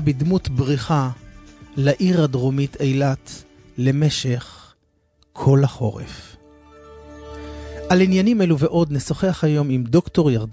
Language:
Hebrew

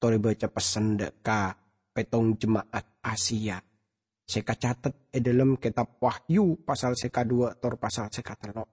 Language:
Madurese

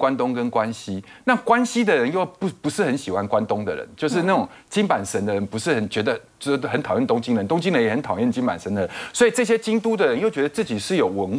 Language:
Chinese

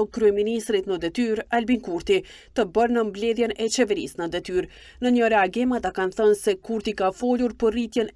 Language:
Albanian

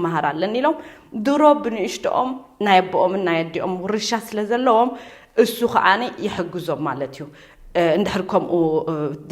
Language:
Tigrinya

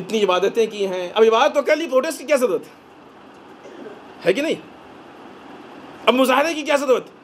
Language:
Urdu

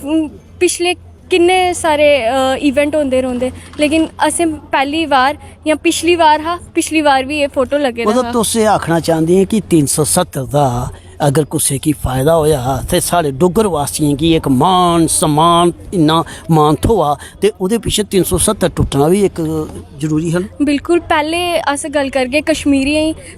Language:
Dogri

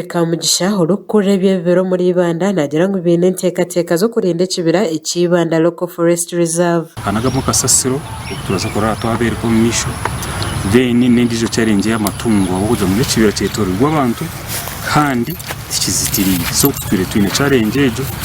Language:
Nyankole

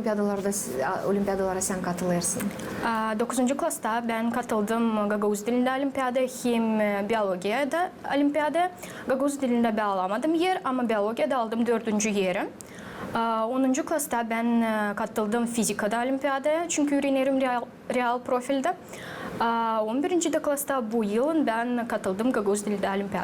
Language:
Gagauz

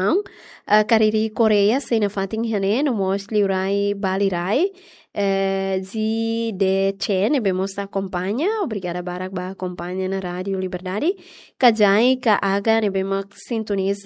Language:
Tetum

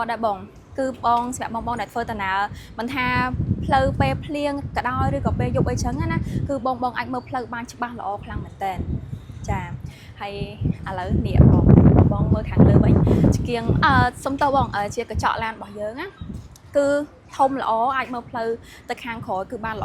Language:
Khmer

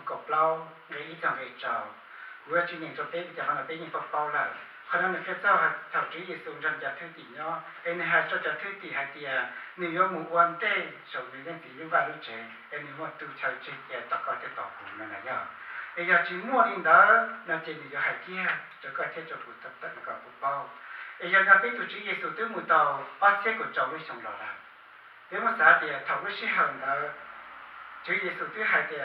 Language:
Hmong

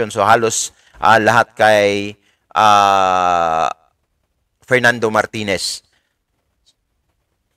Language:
Filipino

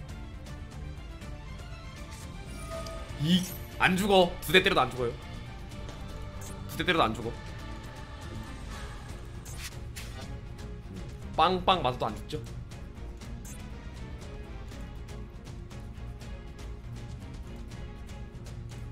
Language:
Korean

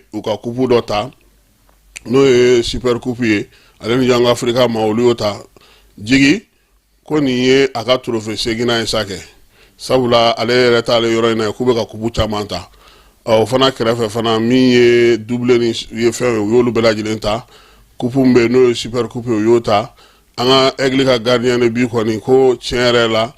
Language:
Bambara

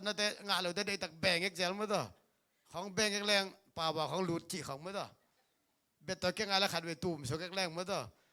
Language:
Tedim Chin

